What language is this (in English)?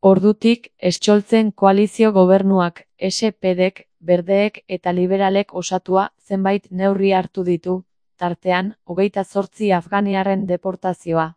Basque